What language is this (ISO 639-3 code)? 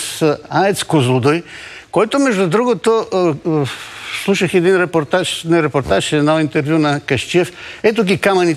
bul